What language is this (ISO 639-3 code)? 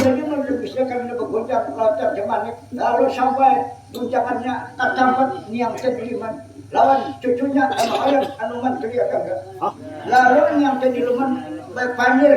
bjn